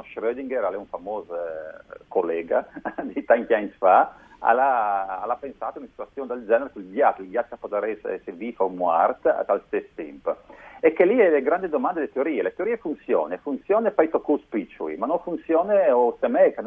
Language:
Friulian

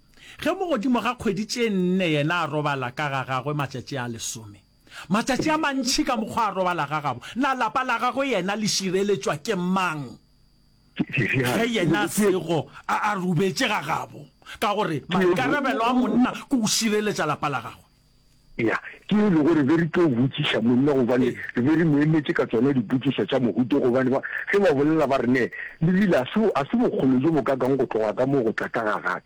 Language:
Northern Sotho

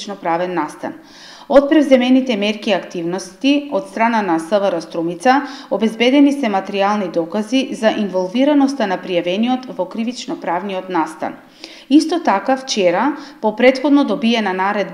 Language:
Macedonian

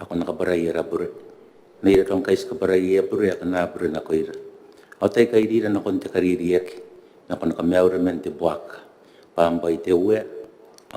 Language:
Gilbertese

